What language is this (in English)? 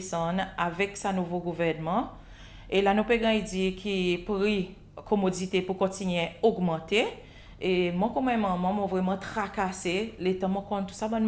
Seselwa Creole French